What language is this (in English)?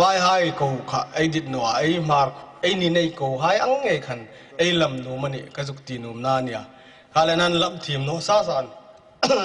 Hmar